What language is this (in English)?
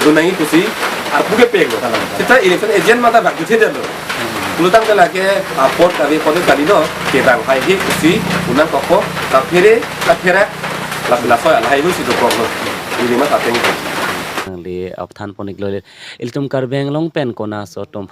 Karbi